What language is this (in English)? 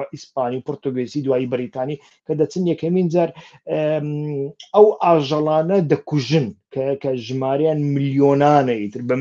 Central Kurdish